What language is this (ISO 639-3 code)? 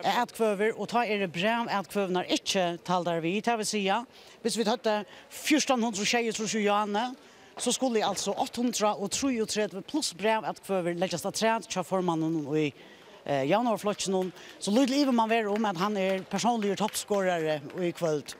fao